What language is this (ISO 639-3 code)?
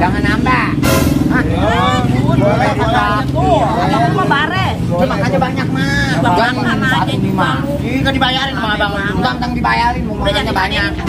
bew